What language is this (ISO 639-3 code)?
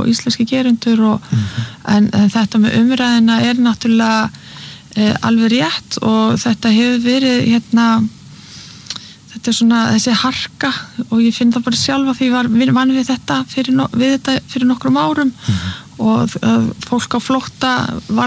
isl